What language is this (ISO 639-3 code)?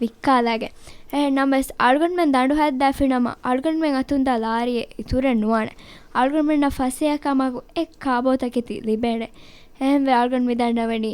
div